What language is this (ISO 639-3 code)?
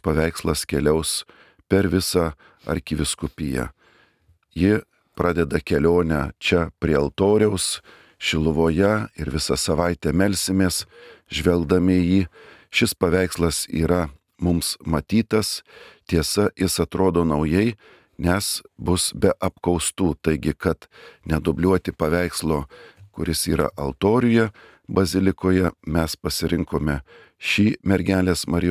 lit